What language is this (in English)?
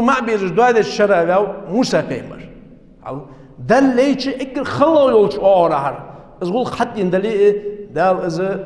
Ingush